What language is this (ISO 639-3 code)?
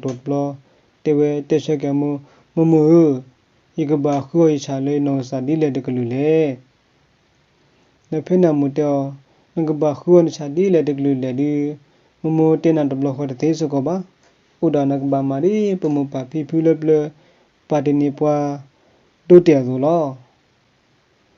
ksw